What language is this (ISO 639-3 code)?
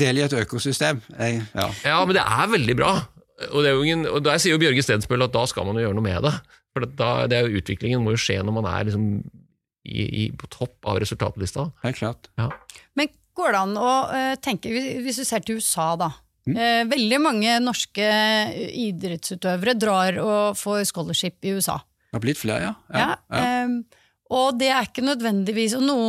nor